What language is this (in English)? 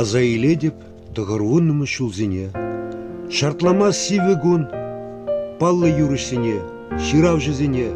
Chuvash